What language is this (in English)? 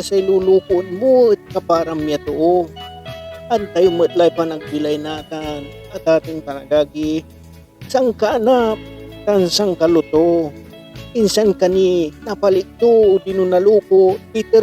Pangasinan